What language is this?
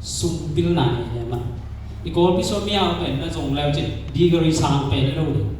Tedim Chin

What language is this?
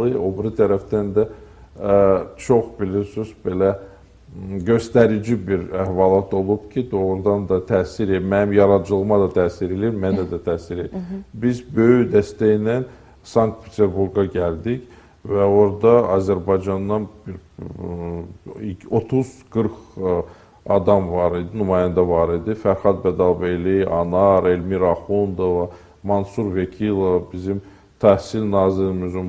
Azerbaijani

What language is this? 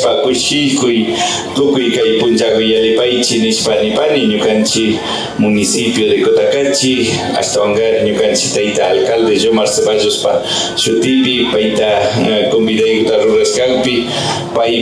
Imbabura Highland Quichua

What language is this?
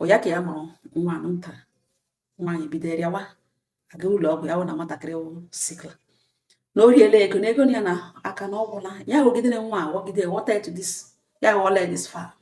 Igbo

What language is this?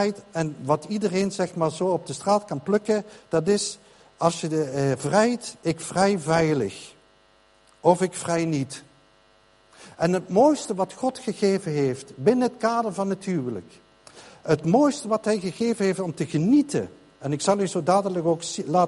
Dutch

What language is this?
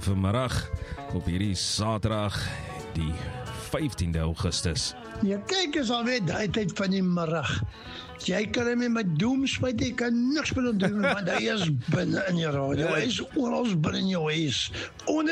Afrikaans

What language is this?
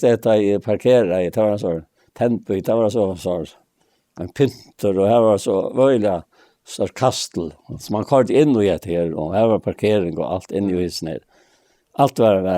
Faroese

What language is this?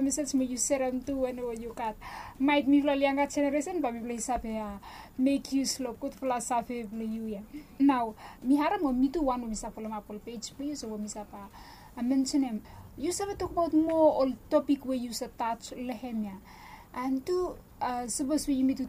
Bislama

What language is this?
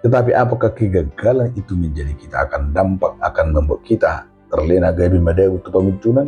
Batak Toba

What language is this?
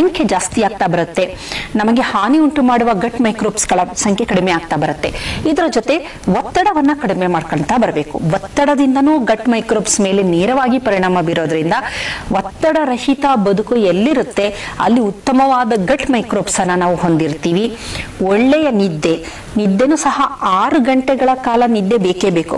Kannada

